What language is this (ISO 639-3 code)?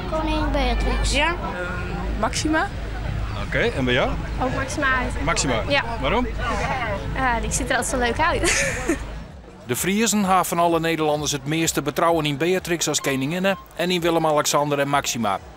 fry